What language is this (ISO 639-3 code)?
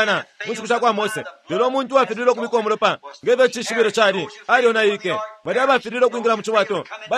bem